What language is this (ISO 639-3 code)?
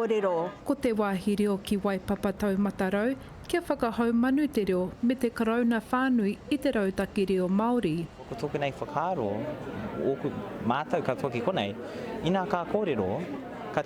mri